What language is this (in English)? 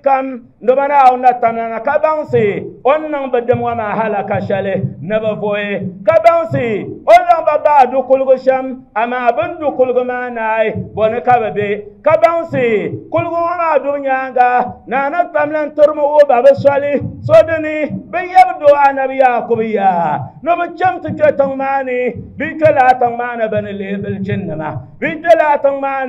Dagbani